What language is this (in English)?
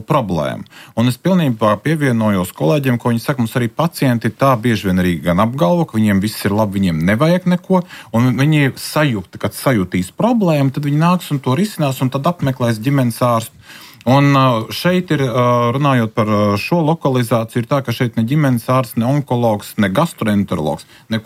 Latvian